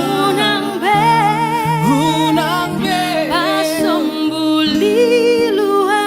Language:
Batak Toba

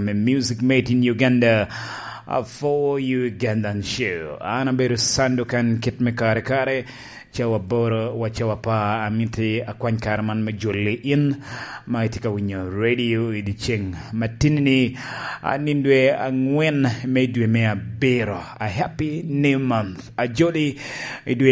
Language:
Lango (Uganda)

